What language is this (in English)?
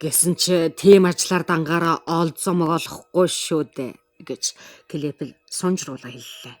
Mongolian